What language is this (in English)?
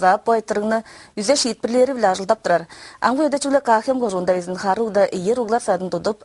Tuvinian